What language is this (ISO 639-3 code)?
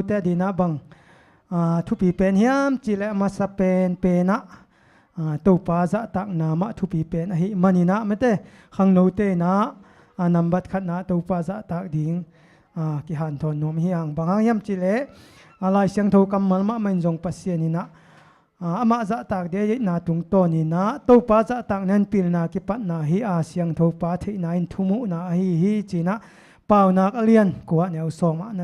ctd